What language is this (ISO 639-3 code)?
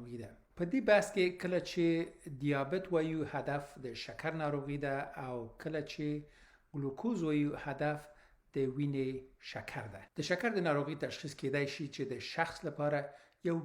pus